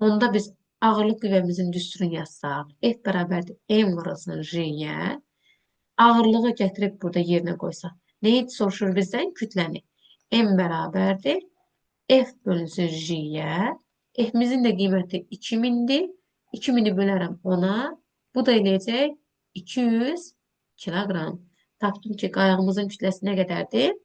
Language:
Azerbaijani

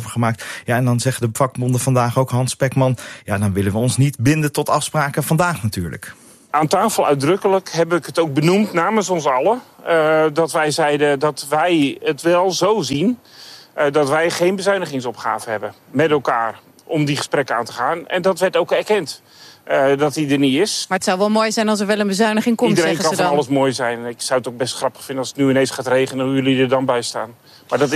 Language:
Dutch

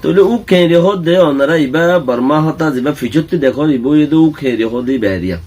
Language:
Rohingya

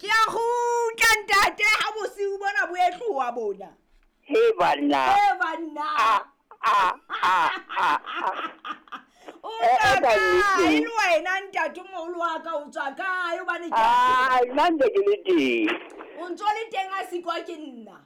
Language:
Southern Sotho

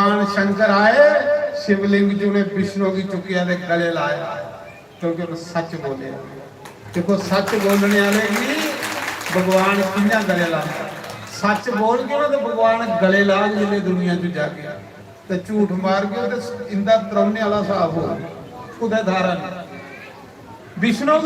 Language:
Dogri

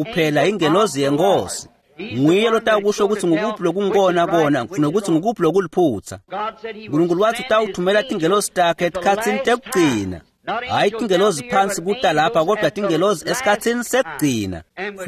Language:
Swati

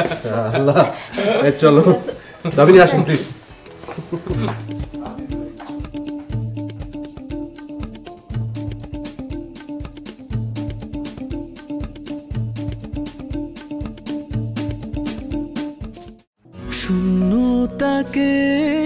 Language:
Bangla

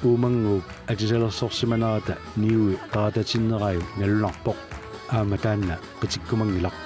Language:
Kalaallisut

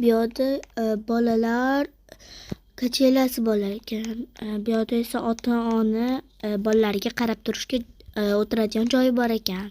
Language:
Uzbek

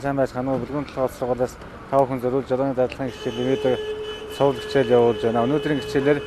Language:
Mongolian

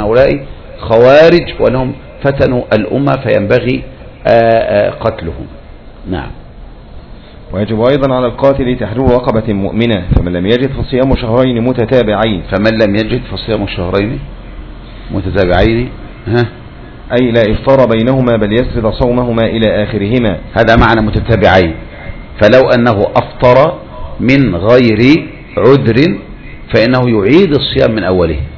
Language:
Arabic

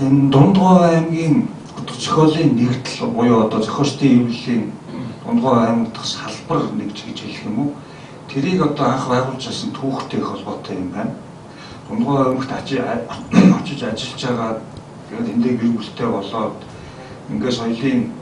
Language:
Mongolian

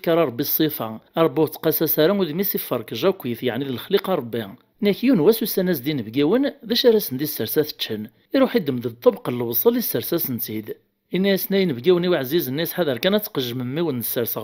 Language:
Kabyle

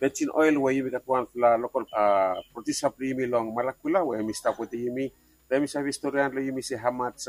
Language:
Bislama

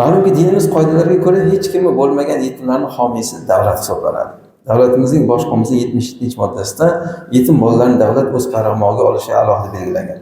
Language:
Uzbek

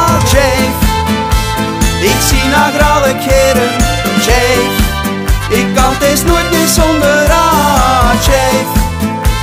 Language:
Dutch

